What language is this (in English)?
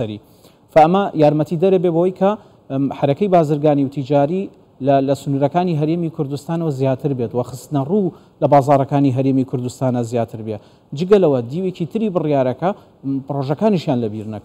Central Kurdish